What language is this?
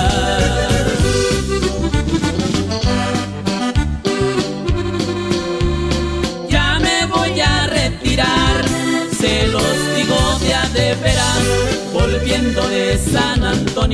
Spanish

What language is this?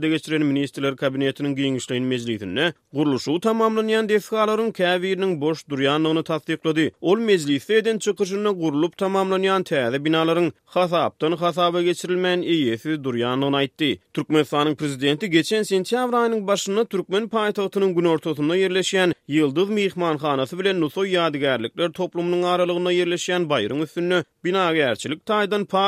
Turkmen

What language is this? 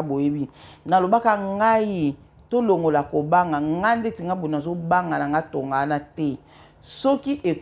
Lingala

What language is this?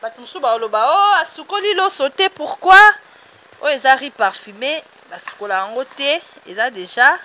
Lingala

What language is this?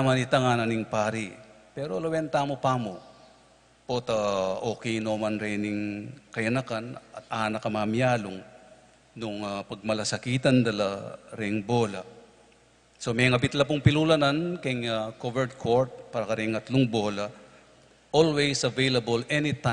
Pampanga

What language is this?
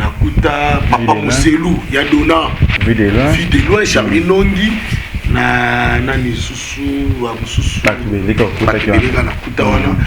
Lingala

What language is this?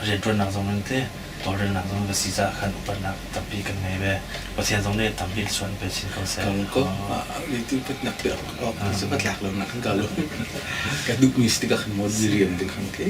Hakha Chin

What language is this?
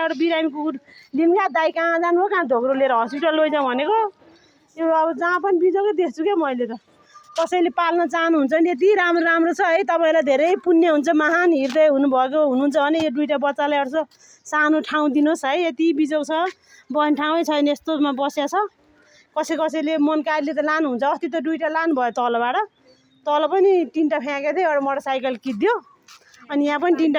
Nepali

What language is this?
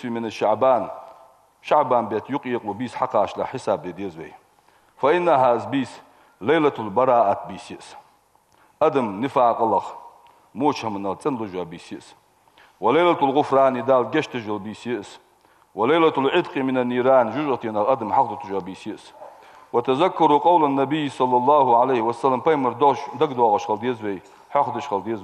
Ingush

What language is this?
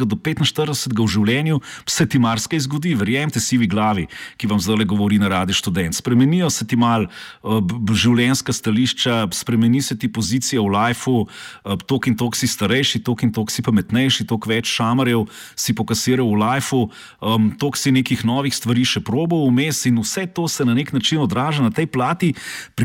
Slovenian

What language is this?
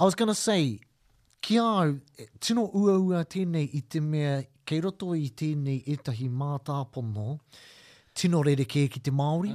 Māori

